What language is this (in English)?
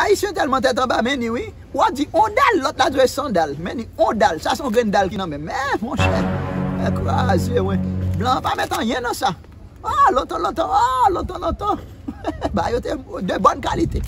Haitian Creole